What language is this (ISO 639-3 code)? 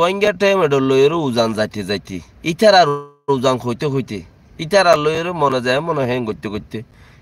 rhg